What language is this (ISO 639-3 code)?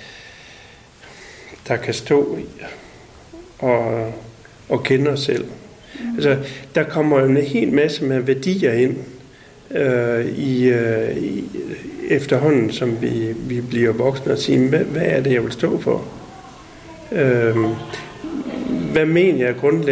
dan